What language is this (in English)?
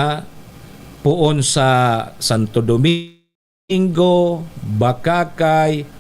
Bikol